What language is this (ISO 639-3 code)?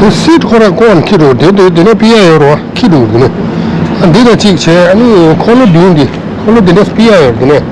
bod